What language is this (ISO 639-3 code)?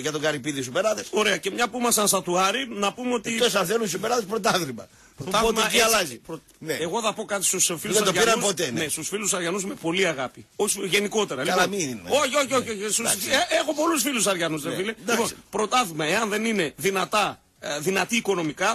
ell